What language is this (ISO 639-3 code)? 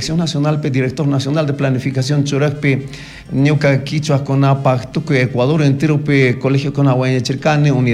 qug